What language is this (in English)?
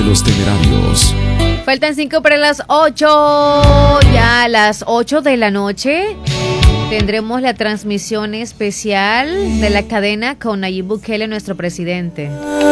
Spanish